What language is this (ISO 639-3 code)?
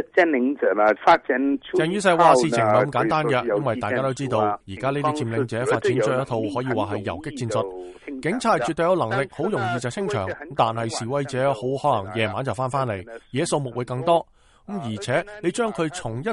yue